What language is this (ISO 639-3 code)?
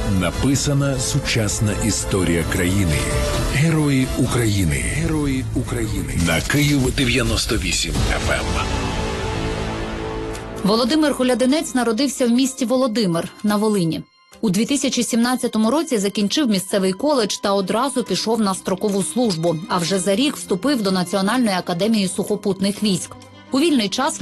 ukr